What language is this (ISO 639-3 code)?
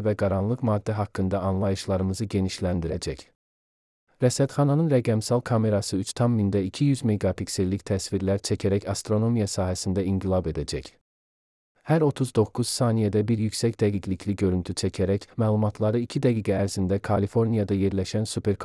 aze